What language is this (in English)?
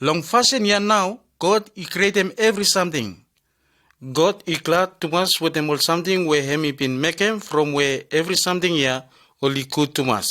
Bislama